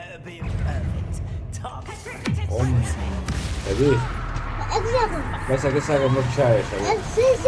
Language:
Kurdish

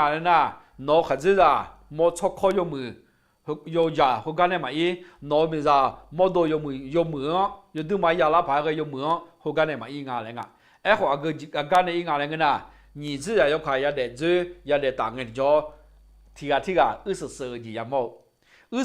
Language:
Akha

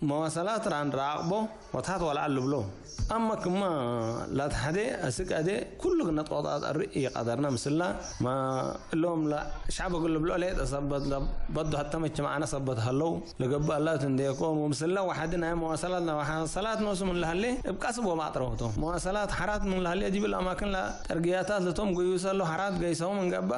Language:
Tigre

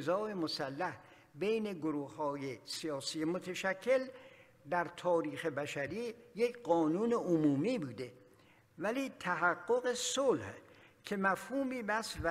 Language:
Persian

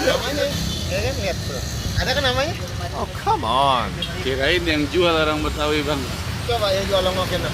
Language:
Betawi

